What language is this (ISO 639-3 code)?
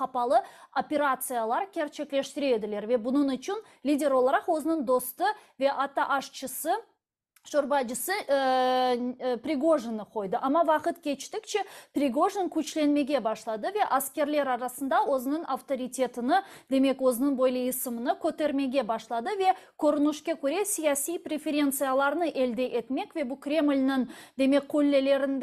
crh